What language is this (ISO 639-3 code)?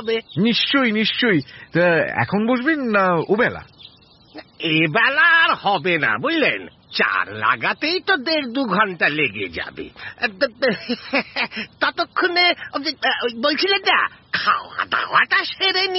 ben